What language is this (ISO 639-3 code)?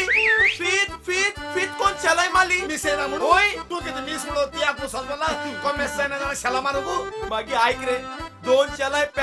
kok